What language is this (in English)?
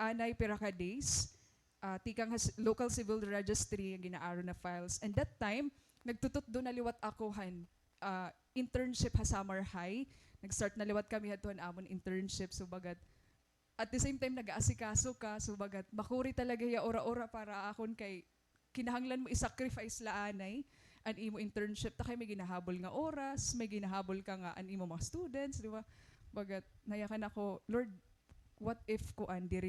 Waray